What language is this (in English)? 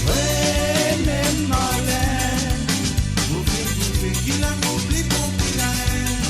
Morisyen